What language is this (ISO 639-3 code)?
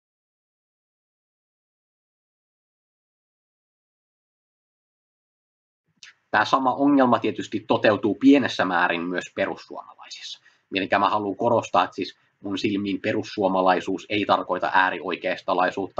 fin